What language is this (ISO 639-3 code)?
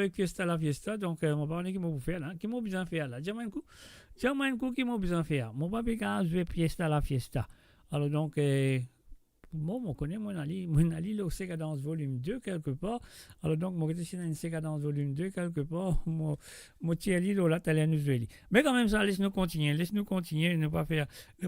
mfe